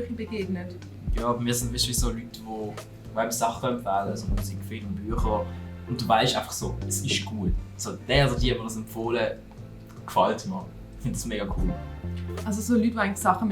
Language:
Swiss German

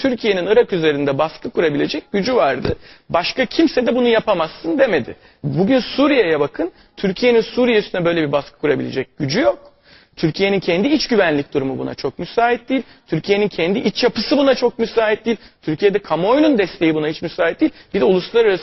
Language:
Turkish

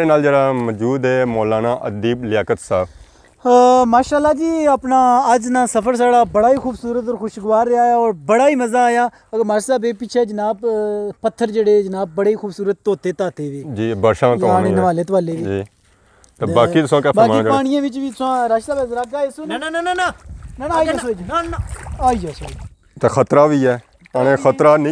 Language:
Pahari-Potwari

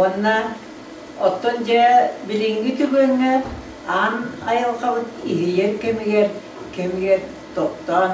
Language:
Yakut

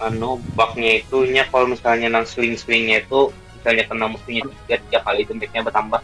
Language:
Banjar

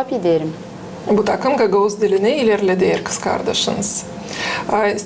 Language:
Gagauz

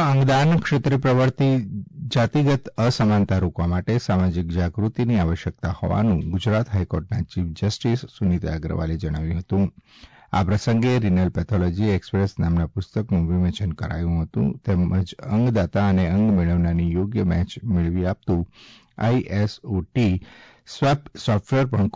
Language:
Gujarati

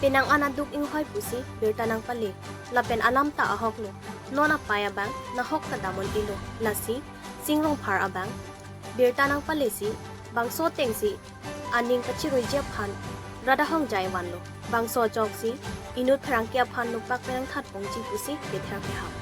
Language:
Karbi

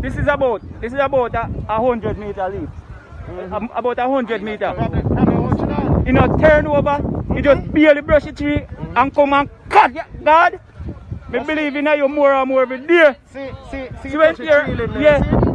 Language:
Jamaican Creole English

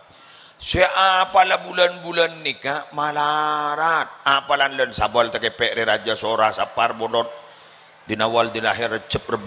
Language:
Madurese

